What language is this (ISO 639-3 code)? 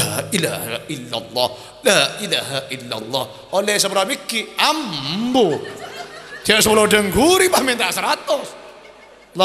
mad